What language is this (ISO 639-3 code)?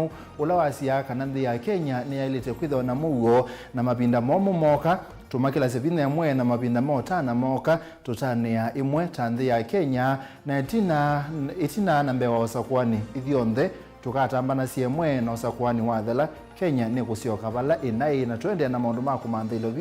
kam